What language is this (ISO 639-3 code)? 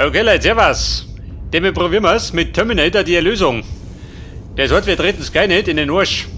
bar